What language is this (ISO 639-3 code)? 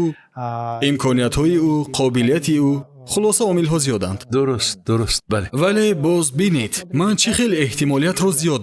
tgk